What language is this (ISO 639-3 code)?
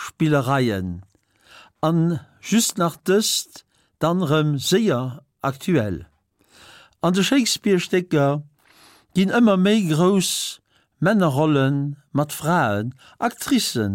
ltz